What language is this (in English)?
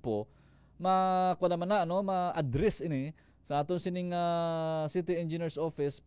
Hiligaynon